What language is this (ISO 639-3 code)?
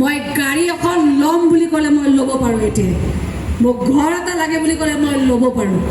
asm